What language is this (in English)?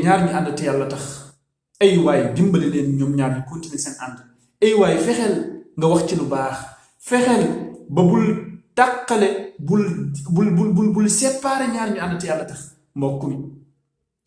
Wolof